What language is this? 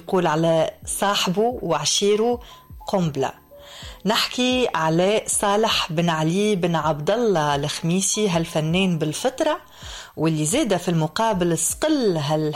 Tunisian Arabic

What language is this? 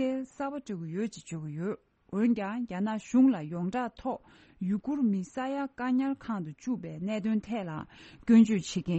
Tibetan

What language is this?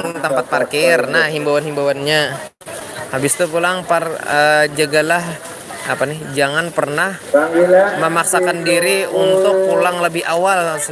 Banjar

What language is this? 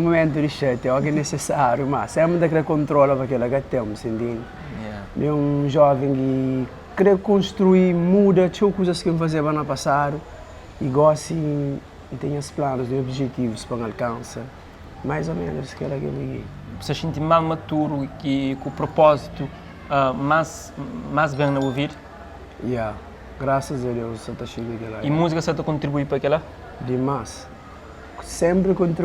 Kabuverdianu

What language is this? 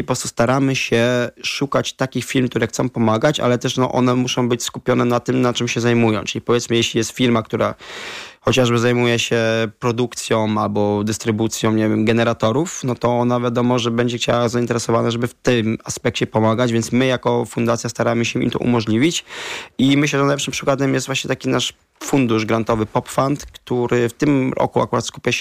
Polish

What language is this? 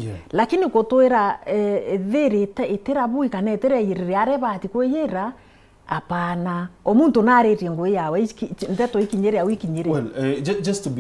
Meru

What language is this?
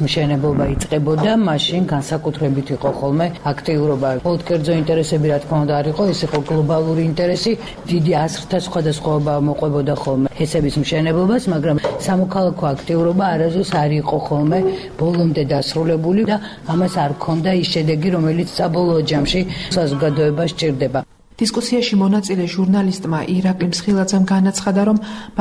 Georgian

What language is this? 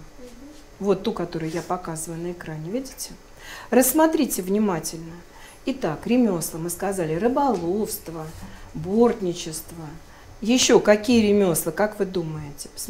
Russian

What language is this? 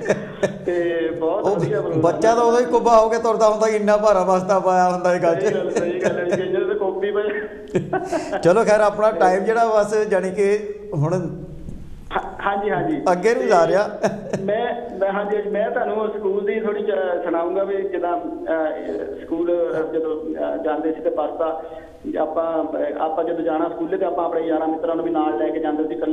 Punjabi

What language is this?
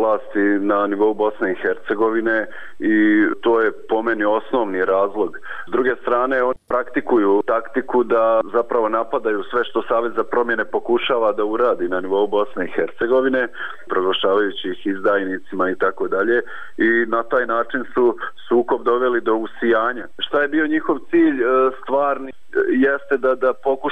Bosnian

